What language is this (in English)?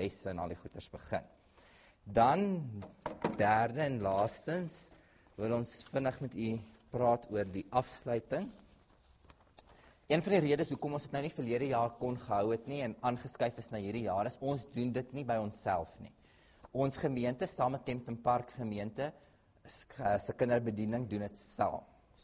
Afrikaans